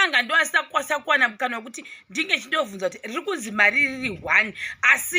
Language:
Shona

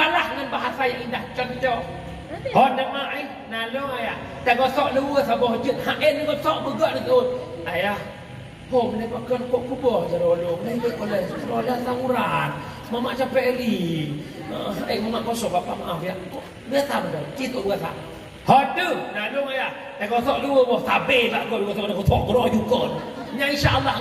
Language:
Achinese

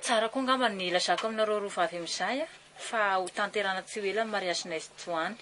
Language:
Malagasy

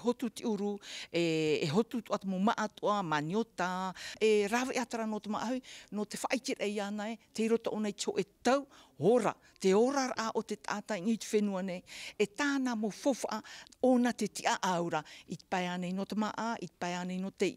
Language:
Tahitian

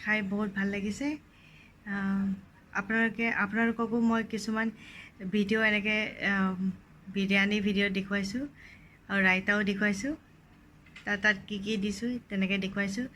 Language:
Assamese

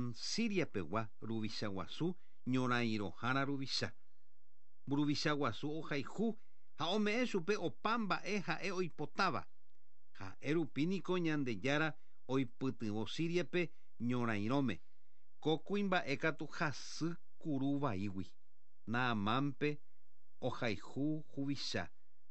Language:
Guarani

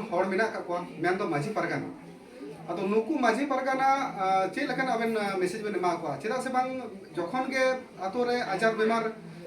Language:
Santali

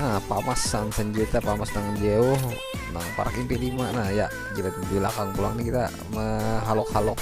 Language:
Banjar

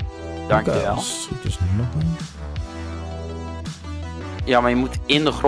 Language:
Dutch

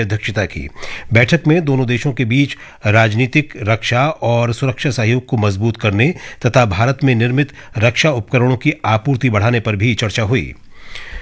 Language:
Hindi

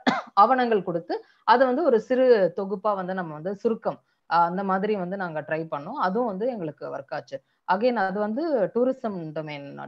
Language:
Tamil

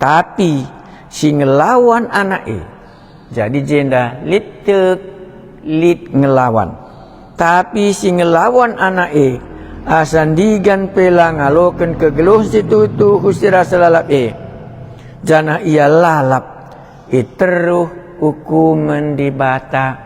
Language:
Batak Karo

